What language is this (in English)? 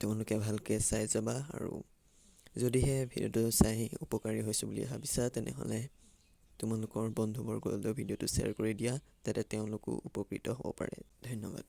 Assamese